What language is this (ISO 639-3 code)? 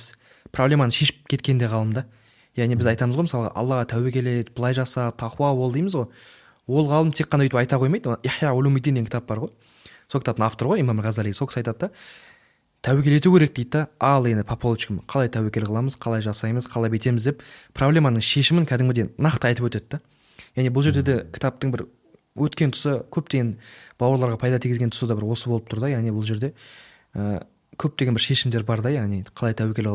kaz